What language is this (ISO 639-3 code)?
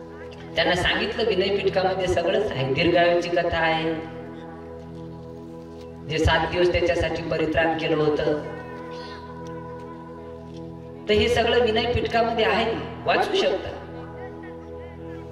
mar